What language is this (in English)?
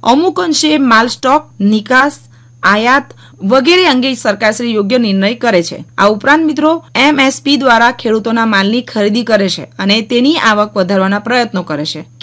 Gujarati